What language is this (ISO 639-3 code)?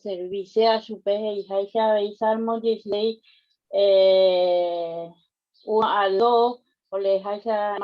grn